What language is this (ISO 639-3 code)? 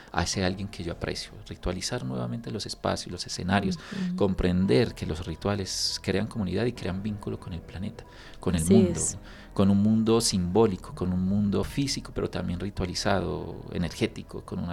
spa